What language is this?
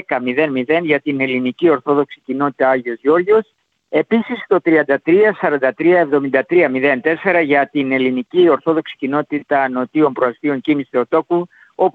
Greek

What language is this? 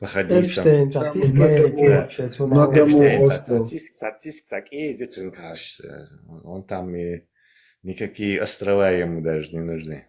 Chechen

